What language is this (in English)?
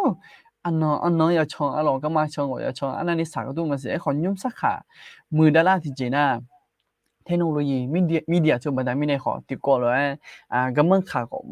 Akha